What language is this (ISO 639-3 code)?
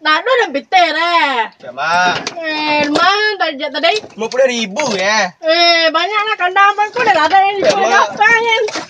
min